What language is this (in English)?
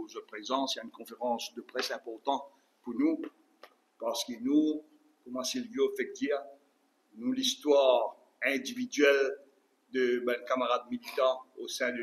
Morisyen